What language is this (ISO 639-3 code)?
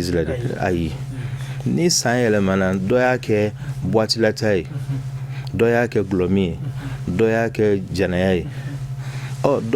bam